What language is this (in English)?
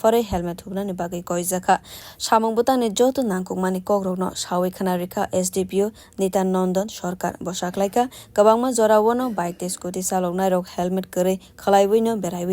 Kok Borok